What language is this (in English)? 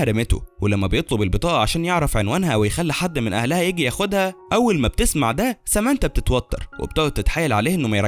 Egyptian Arabic